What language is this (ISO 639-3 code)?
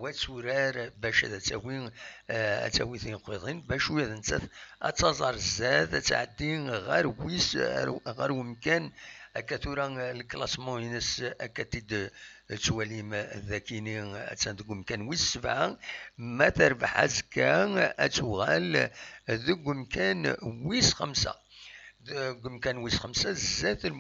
kab